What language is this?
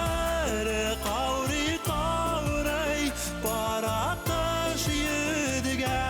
Bashkir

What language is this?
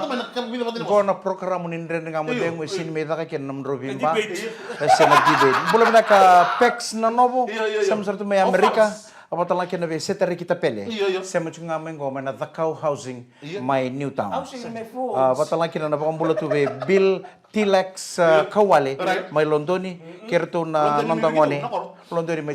Fijian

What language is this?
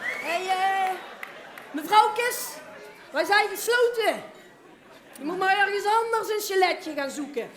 Limburgish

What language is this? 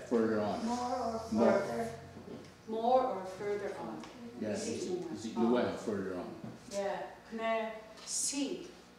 Mohawk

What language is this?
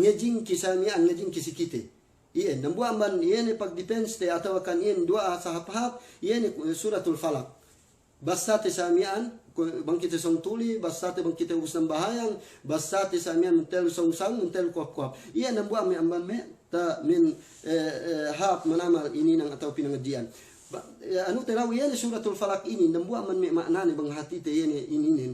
Yakan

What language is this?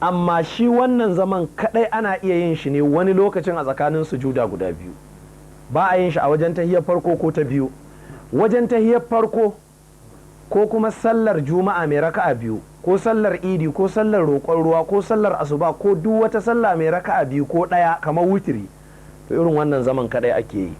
Hausa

